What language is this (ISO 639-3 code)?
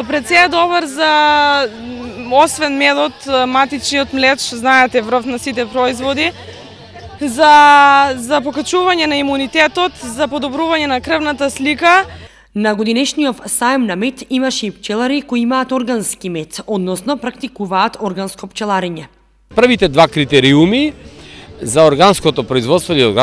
mkd